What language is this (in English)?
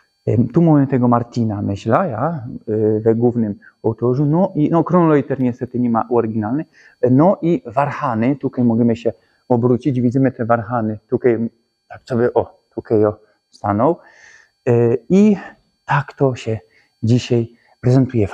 Silesian